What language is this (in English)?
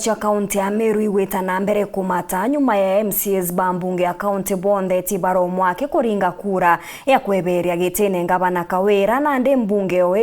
Meru